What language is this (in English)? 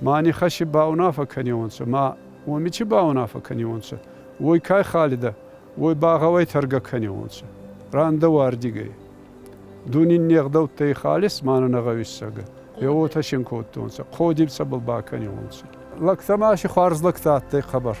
Ossetic